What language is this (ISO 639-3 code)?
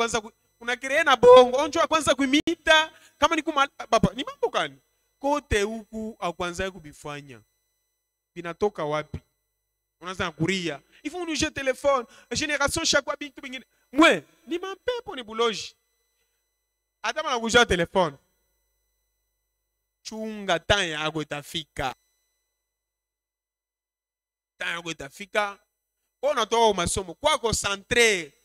swa